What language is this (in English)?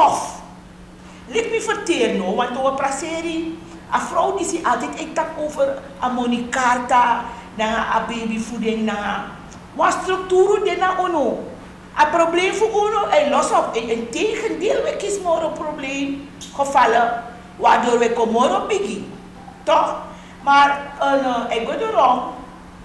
Sranan Tongo